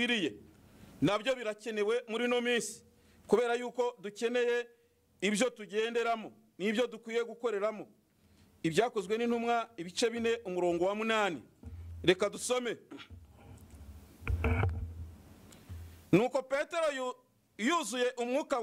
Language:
Kinyarwanda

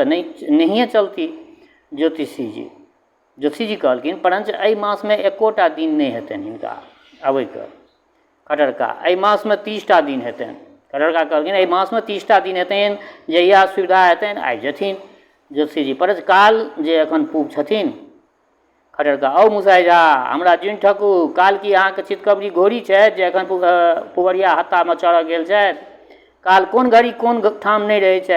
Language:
Maithili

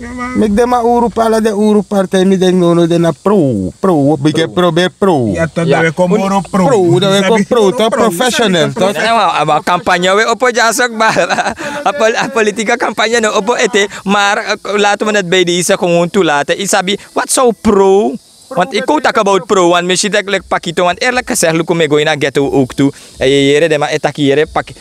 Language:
Sranan Tongo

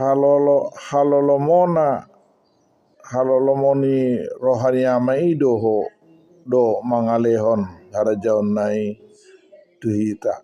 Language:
Batak Toba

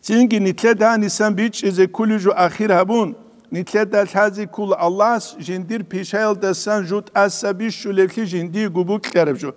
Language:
Avaric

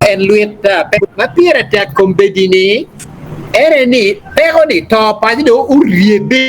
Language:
Acoli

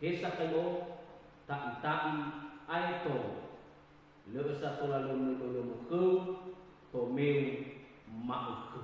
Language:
Nias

